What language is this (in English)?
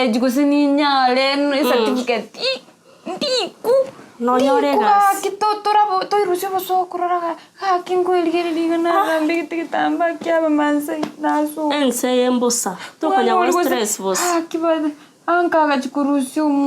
Gusii